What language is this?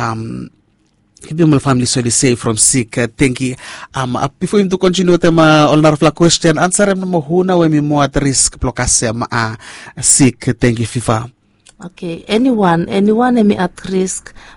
Bislama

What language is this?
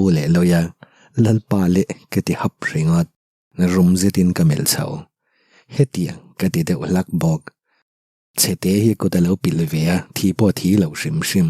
Mizo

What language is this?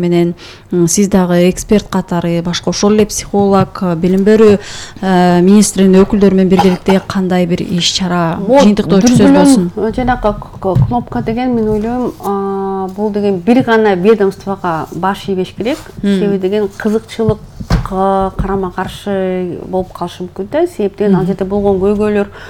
Kyrgyz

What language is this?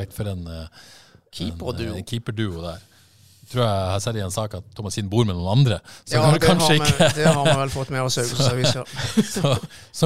Norwegian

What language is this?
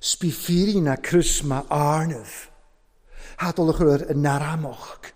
Welsh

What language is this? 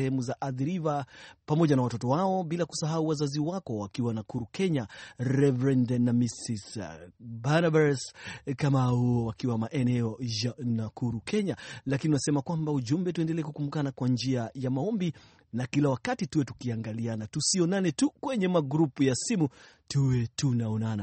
Swahili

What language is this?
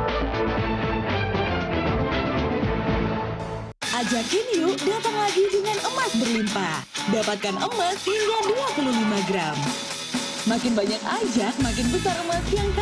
Indonesian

